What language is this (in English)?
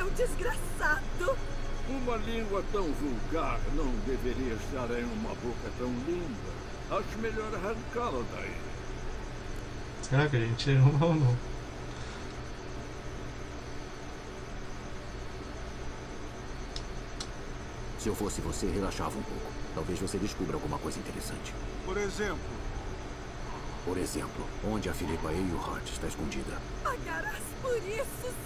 Portuguese